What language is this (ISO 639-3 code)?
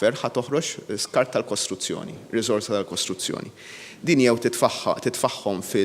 mlt